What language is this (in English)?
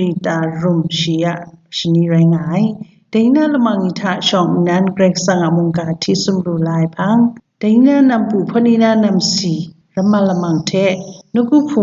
Kachin